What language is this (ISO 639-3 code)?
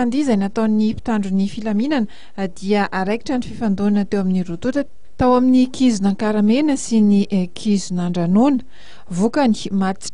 mlg